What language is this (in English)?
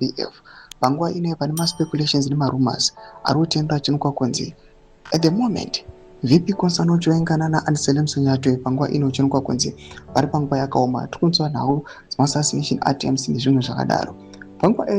Shona